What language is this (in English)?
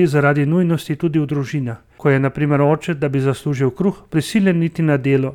Slovenian